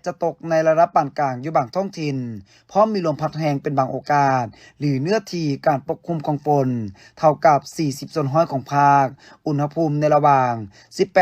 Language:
Lao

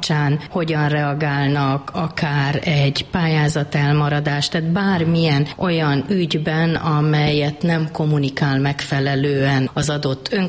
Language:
Hungarian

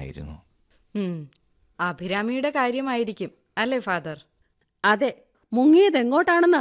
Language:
Malayalam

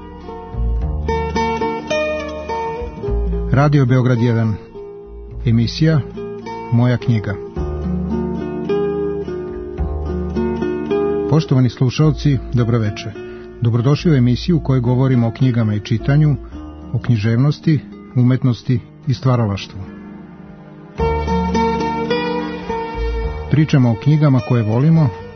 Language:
Serbian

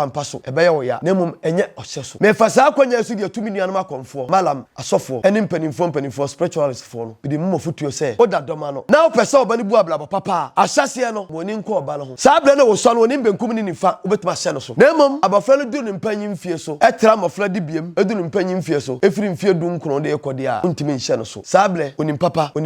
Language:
Akan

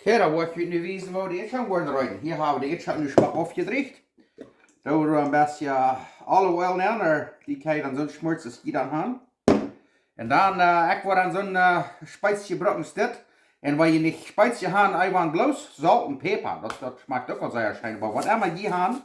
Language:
Plautdietsch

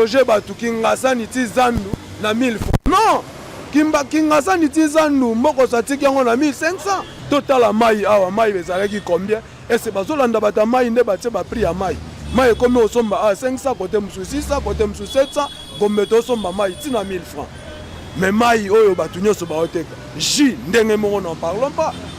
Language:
Lingala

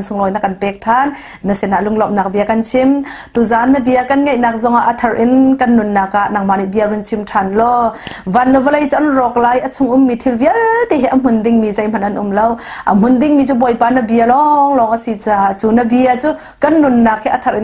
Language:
Hakha Chin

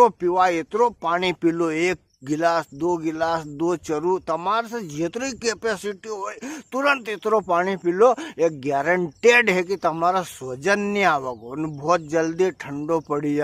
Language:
Rajasthani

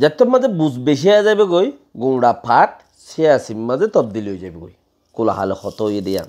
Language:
Rohingya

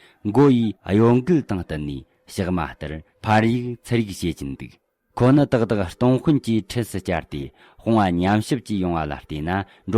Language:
Tibetan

